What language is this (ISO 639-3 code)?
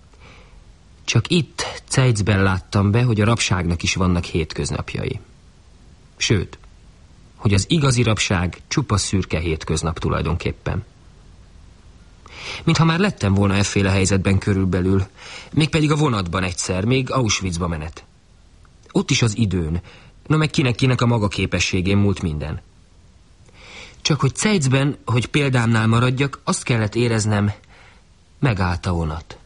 hun